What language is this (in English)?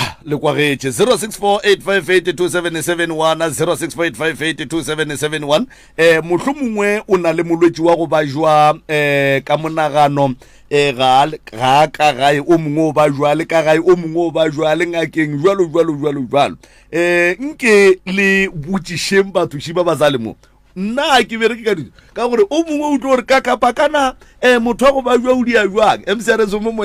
Northern Sotho